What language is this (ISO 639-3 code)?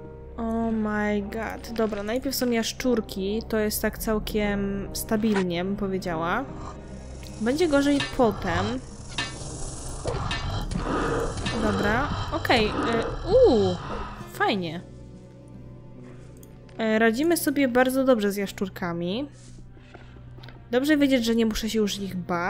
pol